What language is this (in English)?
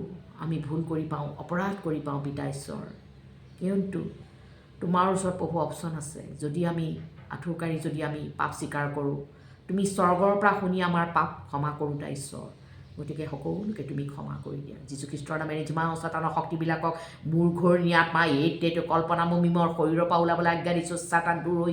Assamese